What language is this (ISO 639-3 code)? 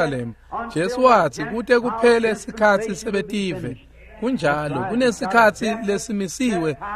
ssw